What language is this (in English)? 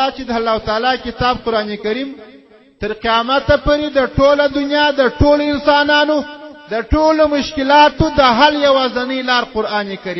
Pashto